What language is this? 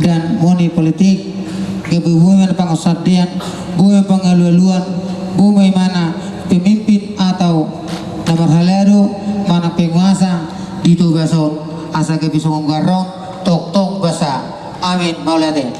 Batak Toba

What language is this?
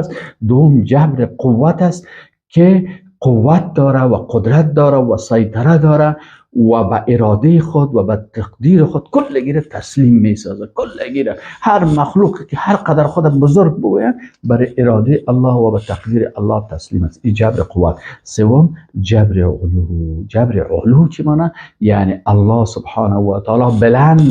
Persian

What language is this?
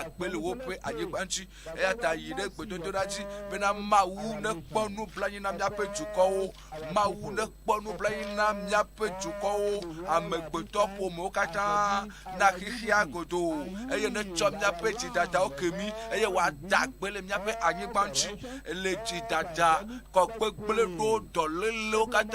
Ewe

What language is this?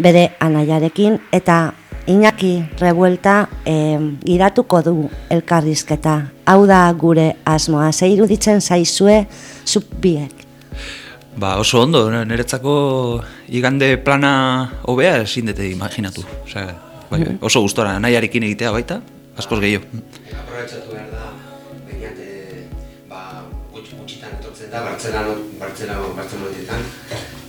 Basque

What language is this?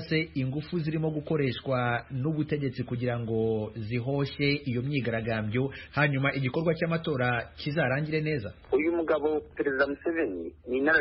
Kinyarwanda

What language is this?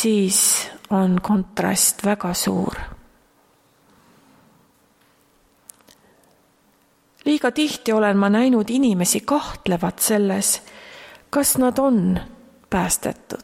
Estonian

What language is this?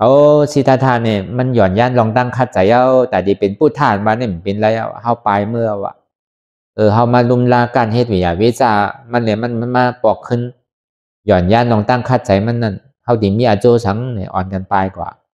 Shan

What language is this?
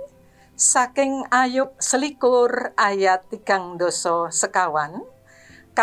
Javanese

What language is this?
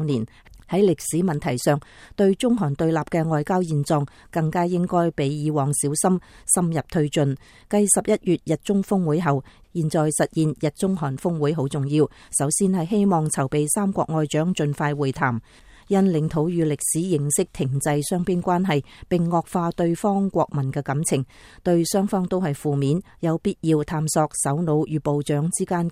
Cantonese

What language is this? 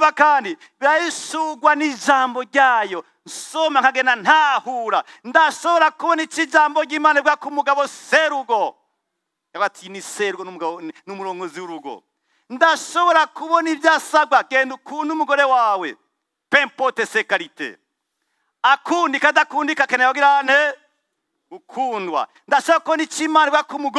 Rundi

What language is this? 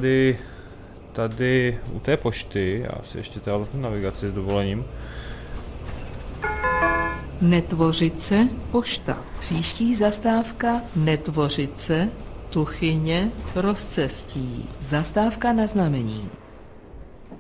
Czech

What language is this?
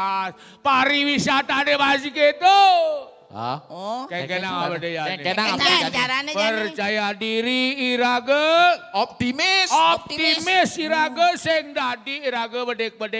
Balinese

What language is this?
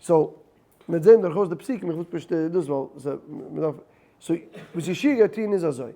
Yiddish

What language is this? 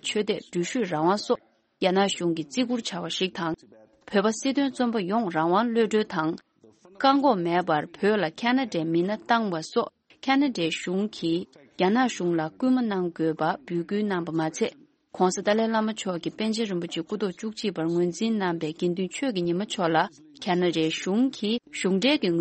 Tibetan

